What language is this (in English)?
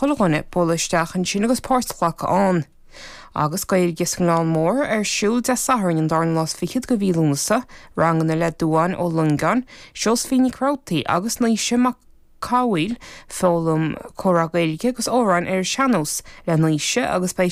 Irish